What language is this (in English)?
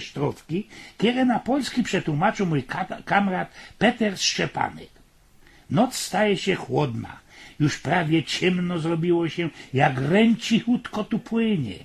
Silesian